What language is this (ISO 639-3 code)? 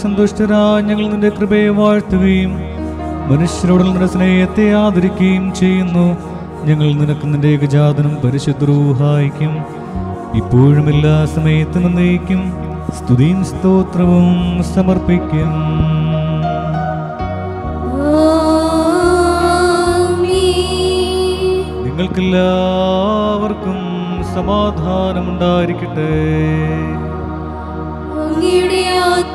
mal